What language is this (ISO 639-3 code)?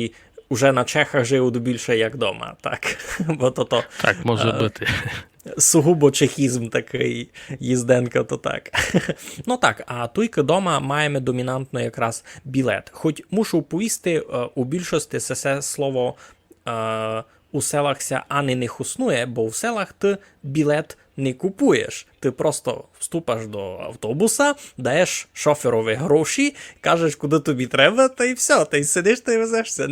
rue